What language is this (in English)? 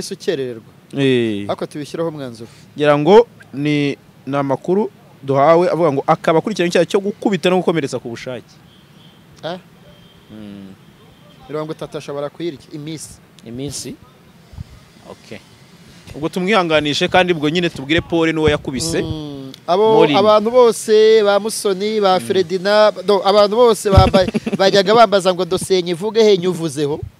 Kinyarwanda